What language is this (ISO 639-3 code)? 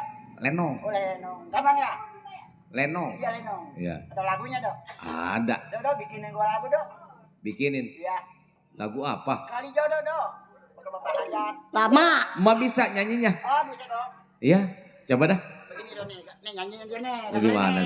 bew